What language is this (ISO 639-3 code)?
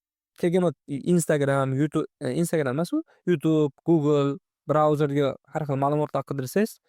uzb